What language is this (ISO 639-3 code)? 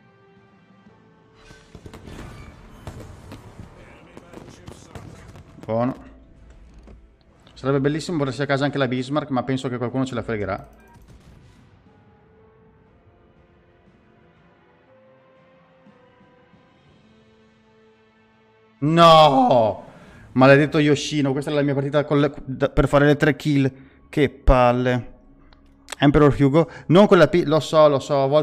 ita